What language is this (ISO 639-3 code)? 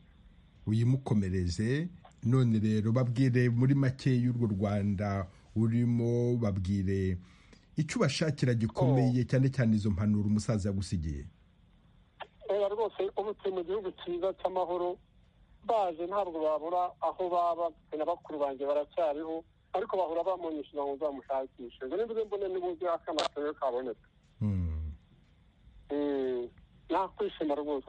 kin